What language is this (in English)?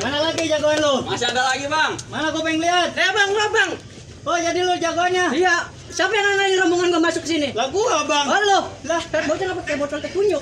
Betawi